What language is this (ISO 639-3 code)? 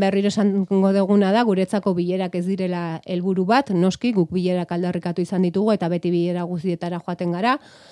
eus